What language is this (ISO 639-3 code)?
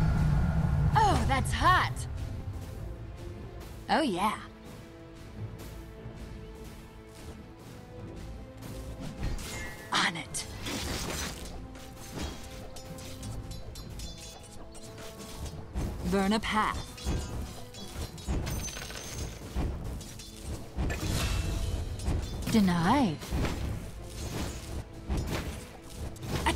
eng